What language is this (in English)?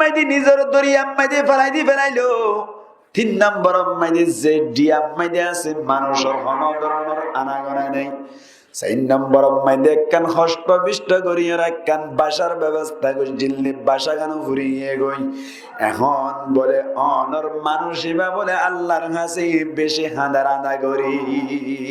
Rohingya